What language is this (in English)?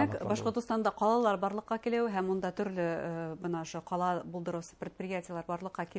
Bashkir